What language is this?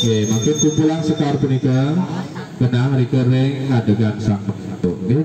Balinese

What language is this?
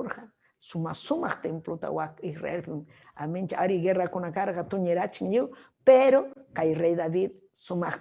Ayacucho Quechua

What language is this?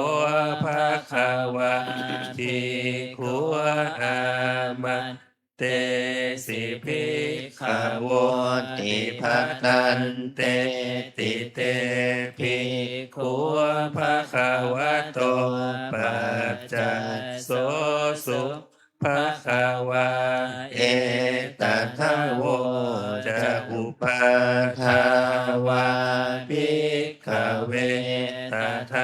Pali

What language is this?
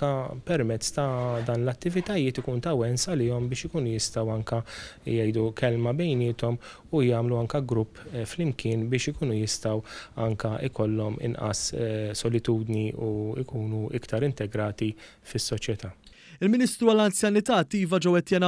Maltese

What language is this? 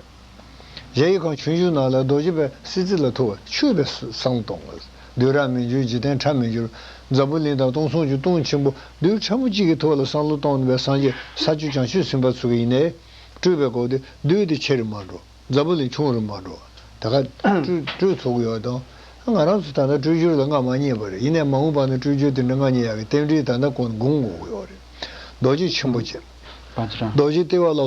Tibetan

